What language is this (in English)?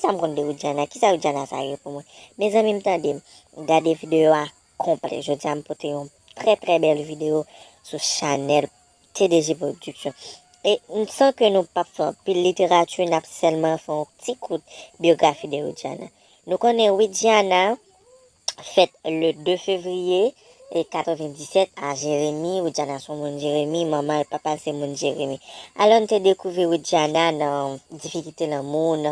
Haitian Creole